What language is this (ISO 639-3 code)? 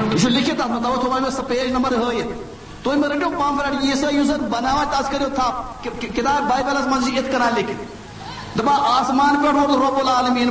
kas